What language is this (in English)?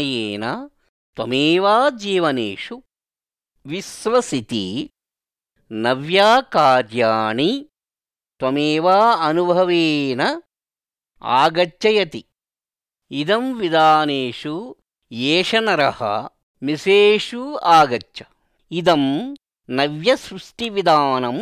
Sanskrit